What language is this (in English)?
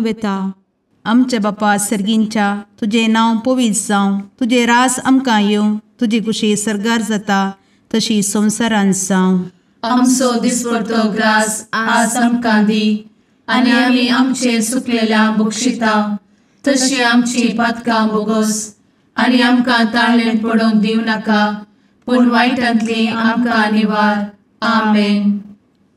Konkani